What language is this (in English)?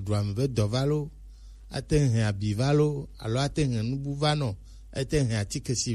Gen